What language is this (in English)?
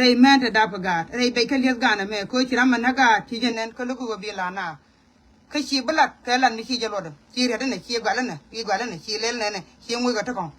Nuer